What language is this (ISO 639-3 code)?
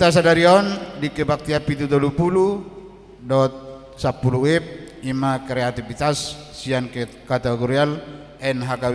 bbc